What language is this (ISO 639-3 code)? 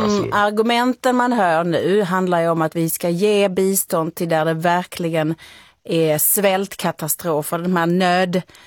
swe